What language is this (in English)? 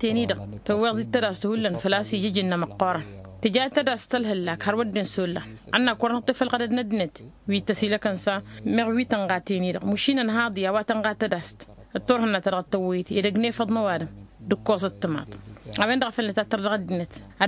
Tamasheq